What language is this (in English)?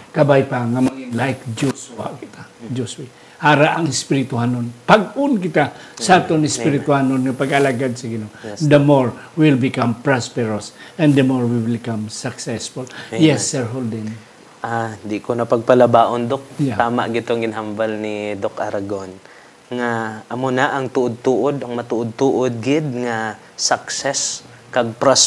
Hiligaynon